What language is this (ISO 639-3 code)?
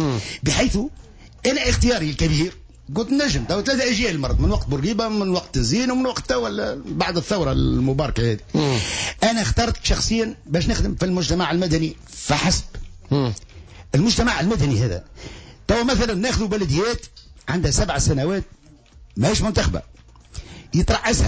aeb